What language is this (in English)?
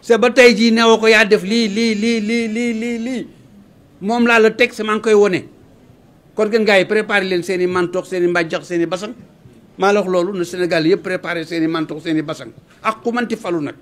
Wolof